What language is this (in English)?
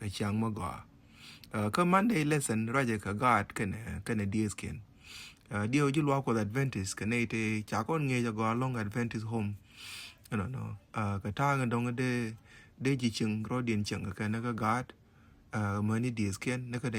Nuer